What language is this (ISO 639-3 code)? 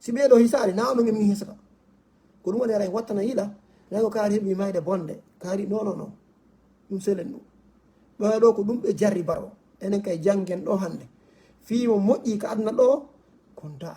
ful